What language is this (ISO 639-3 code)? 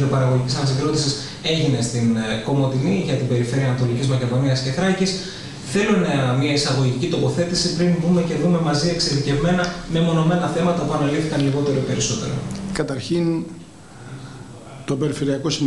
ell